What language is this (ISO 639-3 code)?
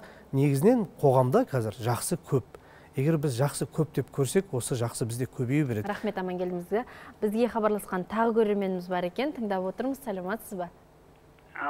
kaz